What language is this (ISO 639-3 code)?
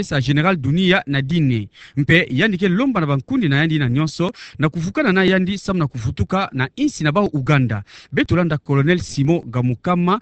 ktu